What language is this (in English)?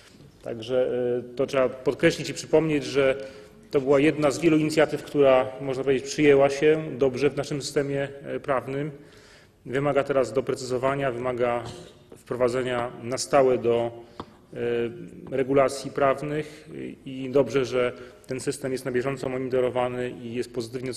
Polish